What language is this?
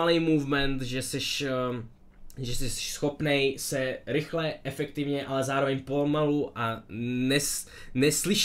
Czech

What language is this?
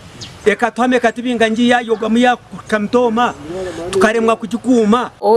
Nyankole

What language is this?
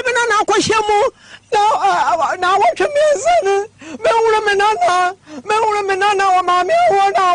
Akan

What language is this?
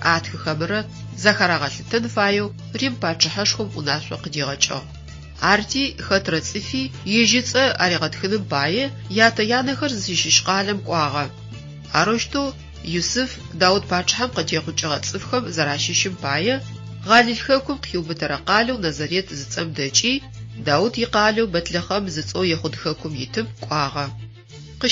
Adyghe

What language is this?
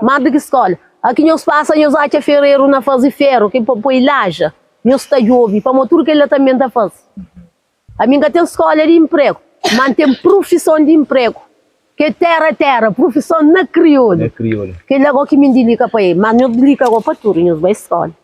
Kabuverdianu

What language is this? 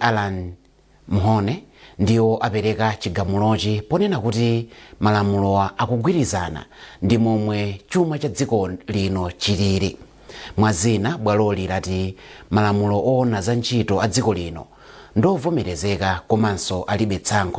Nyanja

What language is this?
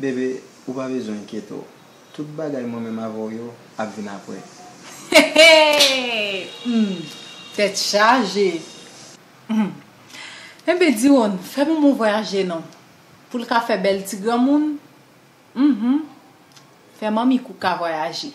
Haitian Creole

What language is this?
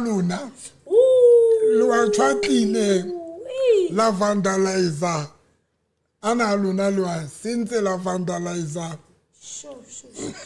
Southern Sotho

